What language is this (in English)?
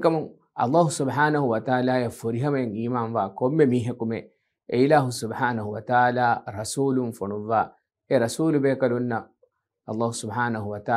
Divehi